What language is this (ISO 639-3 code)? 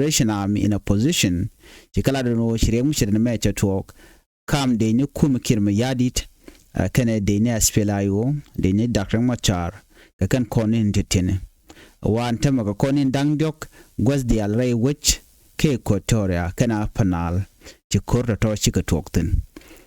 nus